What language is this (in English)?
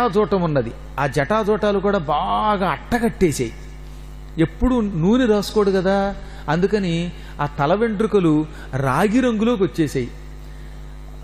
Telugu